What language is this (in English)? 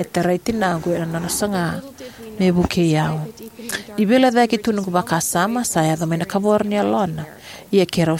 Fijian